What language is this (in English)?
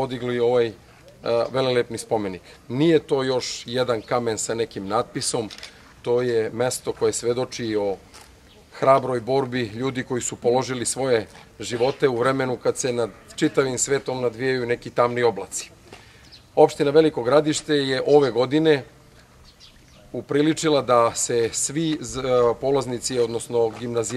Serbian